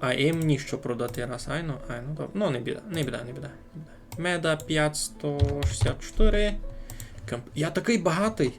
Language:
Rusyn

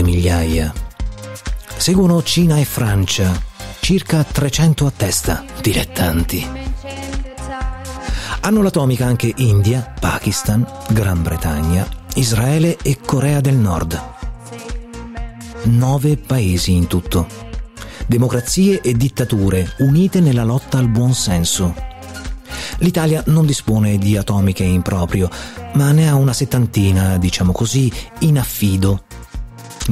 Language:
Italian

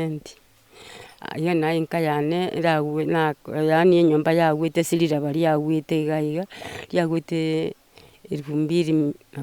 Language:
Gusii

